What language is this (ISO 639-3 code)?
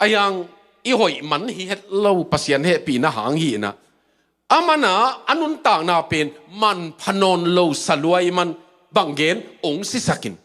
ctd